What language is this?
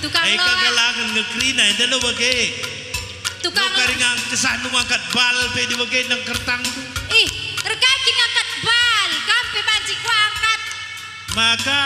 Batak Karo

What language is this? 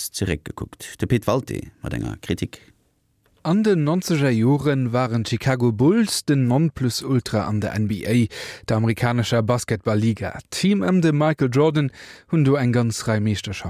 Luxembourgish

